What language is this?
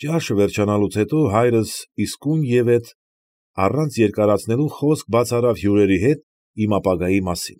Armenian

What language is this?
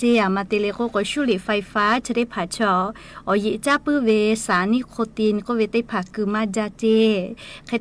Lahu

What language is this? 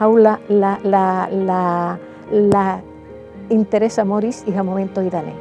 Tetum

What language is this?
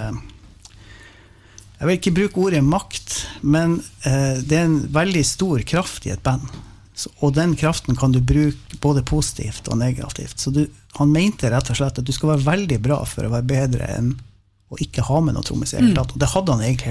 Norwegian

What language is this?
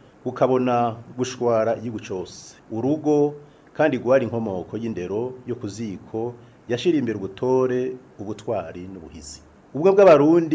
Rundi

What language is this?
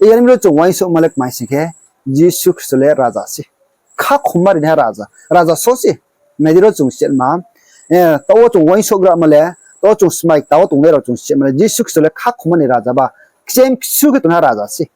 Riang (India)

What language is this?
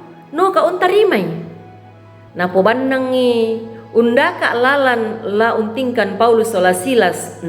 Toraja-Sa'dan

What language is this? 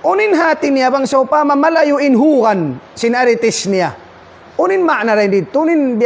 Tausug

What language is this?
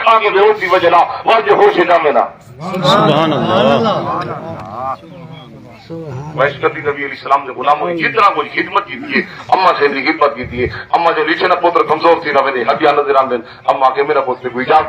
Saraiki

